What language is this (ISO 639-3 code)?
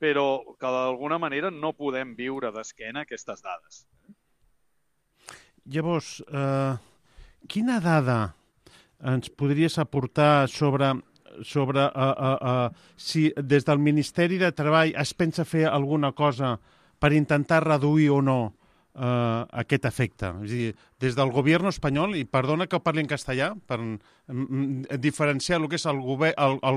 cat